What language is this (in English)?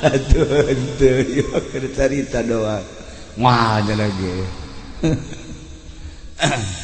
Sundanese